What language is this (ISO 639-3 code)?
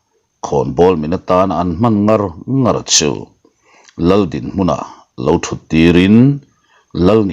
lus